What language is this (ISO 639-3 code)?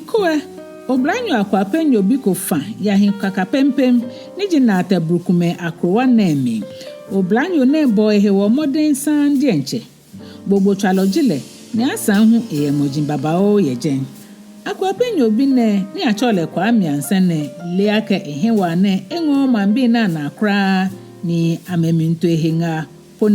gaa